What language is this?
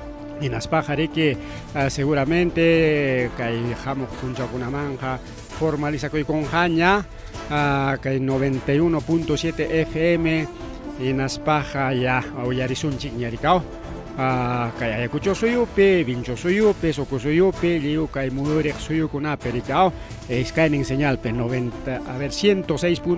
Ayacucho Quechua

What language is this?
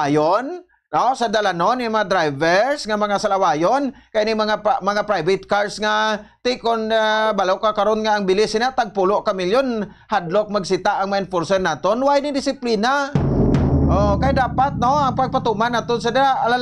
Hiligaynon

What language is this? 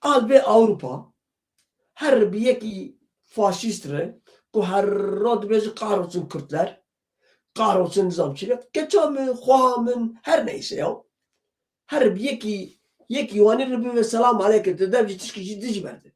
Kurdish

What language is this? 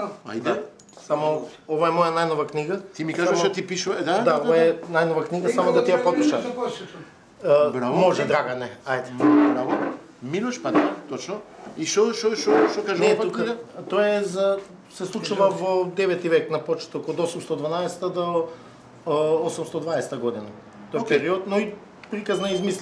Macedonian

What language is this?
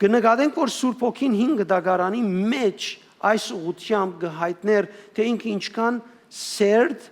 Western Armenian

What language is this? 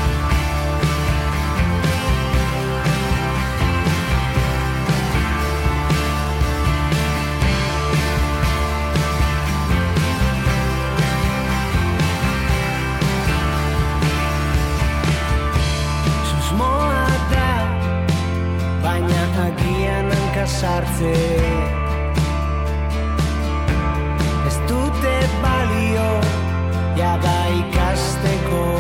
Basque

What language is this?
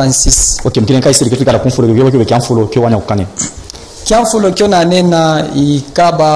Luba-Katanga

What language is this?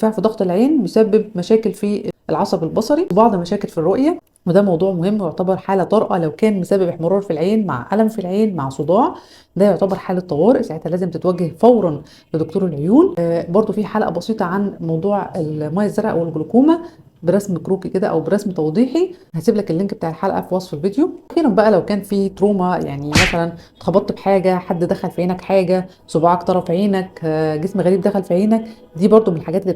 Egyptian Arabic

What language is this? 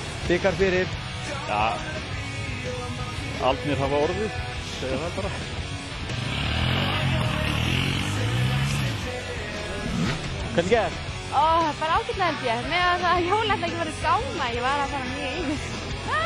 Icelandic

